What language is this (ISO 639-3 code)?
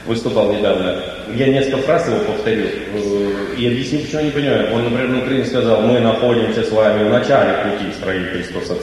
rus